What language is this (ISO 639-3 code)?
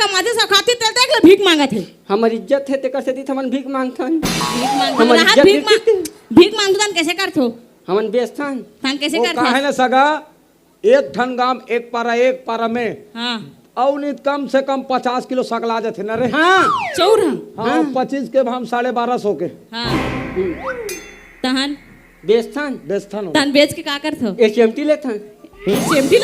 hne